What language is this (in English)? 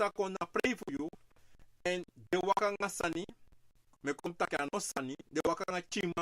Sranan Tongo